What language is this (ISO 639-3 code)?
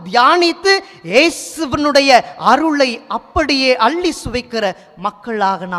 tam